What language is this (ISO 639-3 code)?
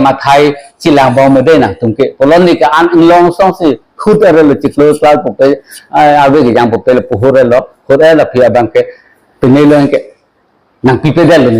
mjw